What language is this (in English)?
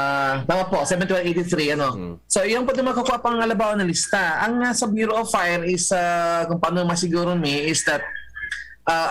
Bikol